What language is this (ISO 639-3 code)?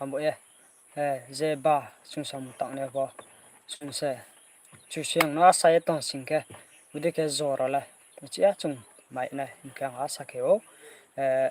ria